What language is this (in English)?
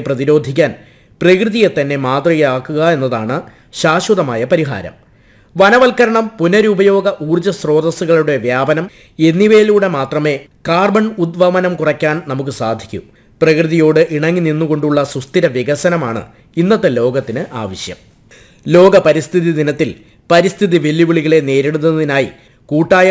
Malayalam